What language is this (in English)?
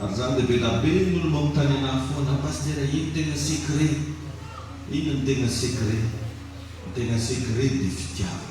Malagasy